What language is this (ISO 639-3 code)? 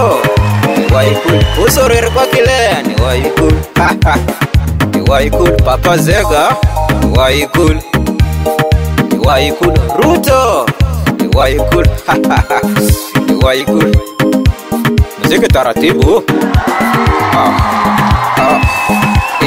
swa